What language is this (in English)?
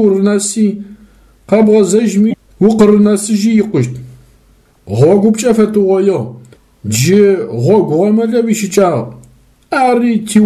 Adyghe